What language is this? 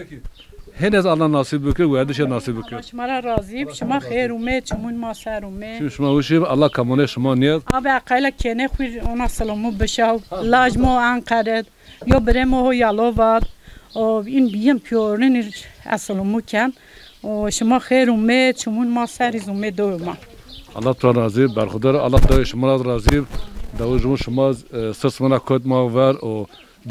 Zaza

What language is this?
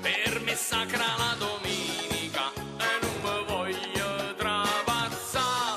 Neapolitan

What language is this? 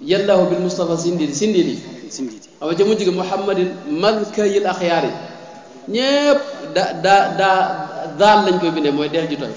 Wolof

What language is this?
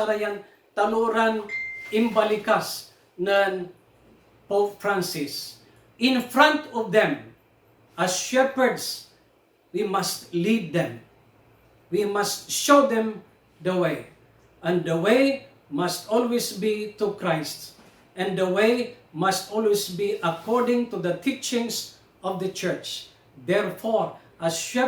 Pangasinan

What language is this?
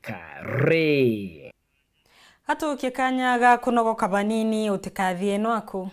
Meru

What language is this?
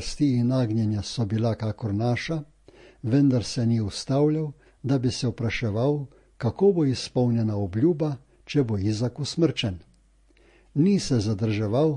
Slovenian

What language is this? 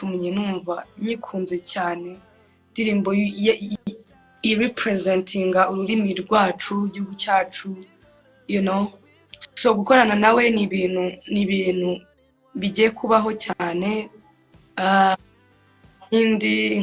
Kinyarwanda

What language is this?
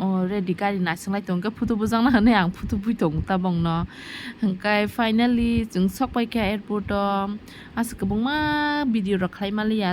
Kok Borok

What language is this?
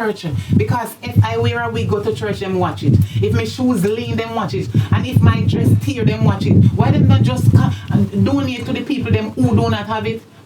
Jamaican Creole English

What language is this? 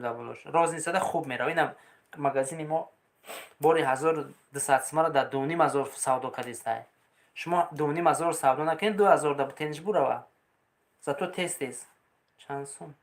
Tajik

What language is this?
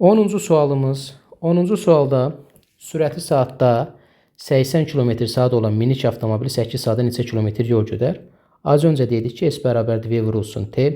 Azerbaijani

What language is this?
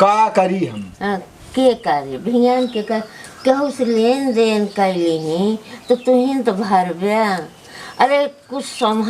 Awadhi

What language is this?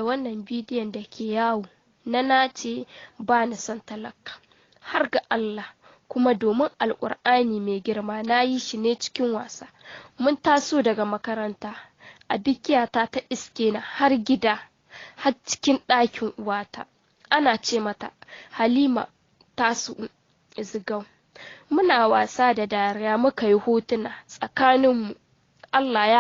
Hausa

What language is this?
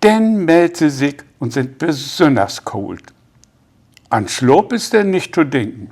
Low German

